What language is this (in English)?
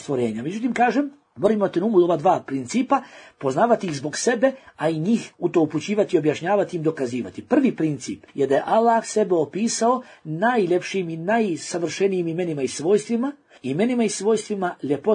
Bosnian